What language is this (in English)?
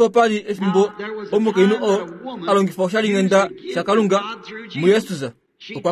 Kuanyama